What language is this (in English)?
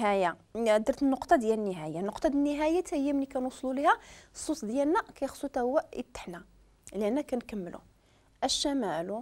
Moroccan Arabic